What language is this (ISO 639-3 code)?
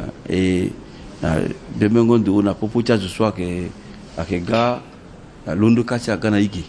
sag